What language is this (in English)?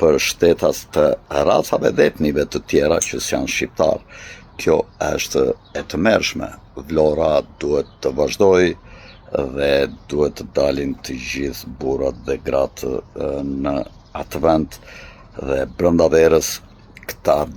Albanian